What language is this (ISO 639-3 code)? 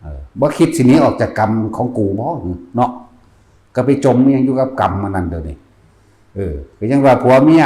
tts